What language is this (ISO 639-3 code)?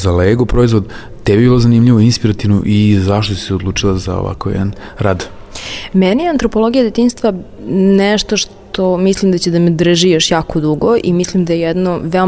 srp